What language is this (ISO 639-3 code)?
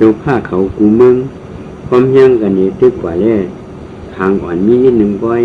shn